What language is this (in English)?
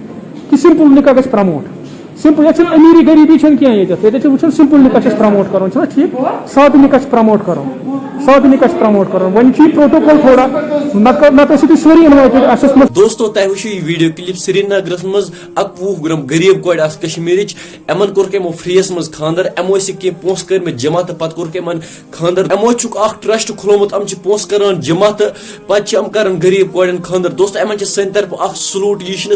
Kashmiri